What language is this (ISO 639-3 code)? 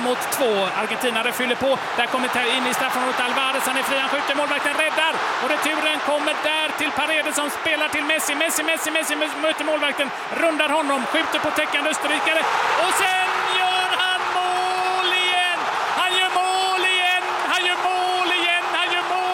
swe